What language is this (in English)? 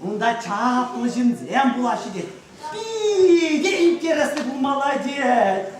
Chuvash